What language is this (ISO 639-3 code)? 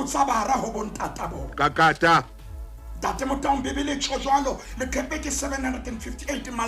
sot